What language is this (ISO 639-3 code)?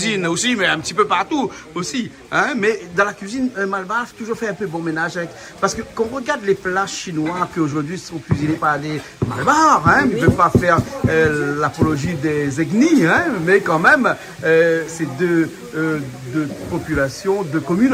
rcf